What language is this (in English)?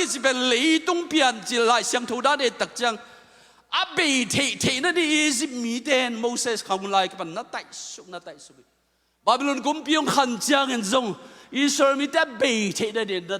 Tedim Chin